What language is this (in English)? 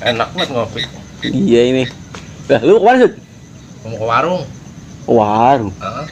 Betawi